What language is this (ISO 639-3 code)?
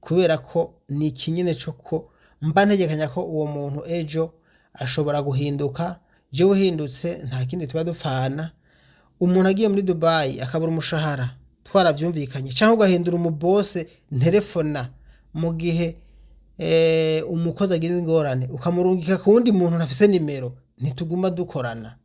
run